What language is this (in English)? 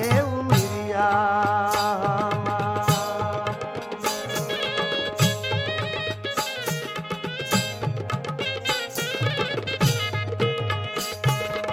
Bhojpuri